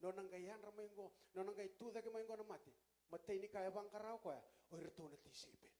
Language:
Fijian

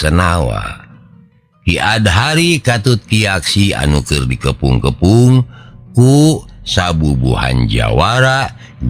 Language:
Sundanese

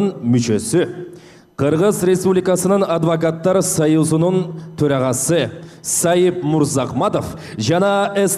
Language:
Kyrgyz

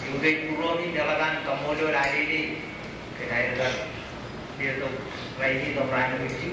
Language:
Marshallese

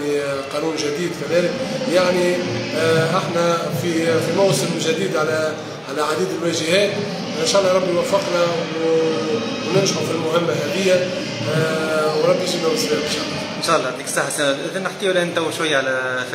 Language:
Tunisian Arabic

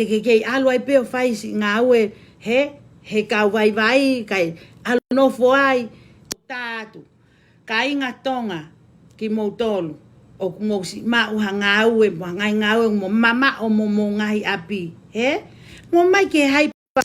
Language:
Tongan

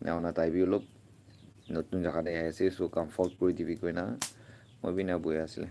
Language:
Naga Pidgin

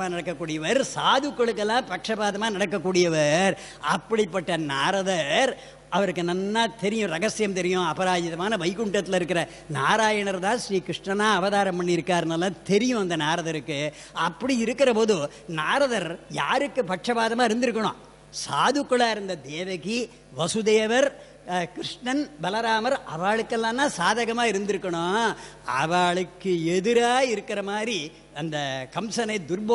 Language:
Tamil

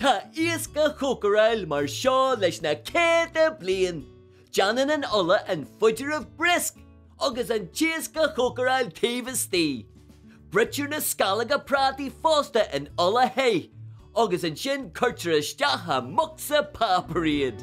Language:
Irish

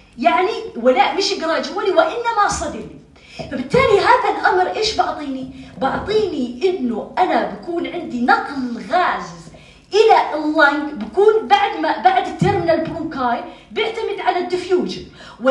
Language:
North Levantine Arabic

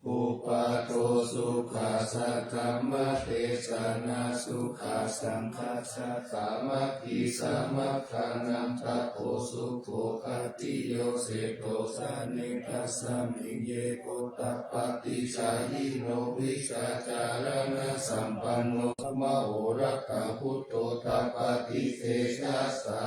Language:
Pali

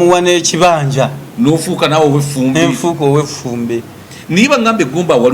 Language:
Ganda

